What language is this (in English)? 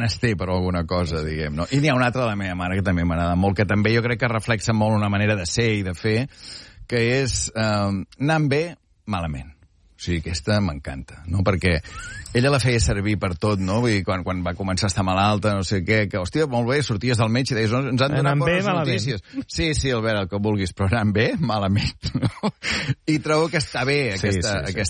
Catalan